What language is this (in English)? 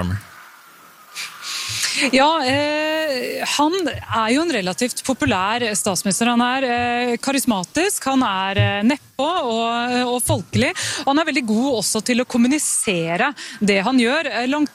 Norwegian